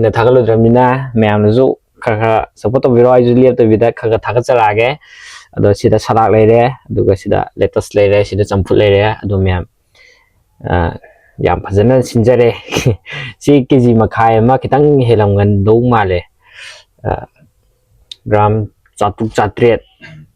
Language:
Manipuri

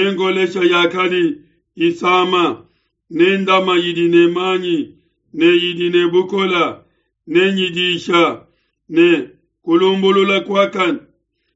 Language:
Luba-Lulua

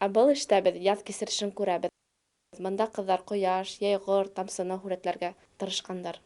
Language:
Bashkir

